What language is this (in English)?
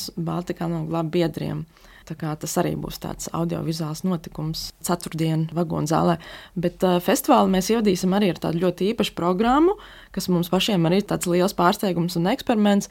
Latvian